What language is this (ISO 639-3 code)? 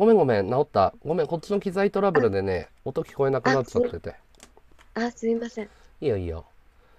jpn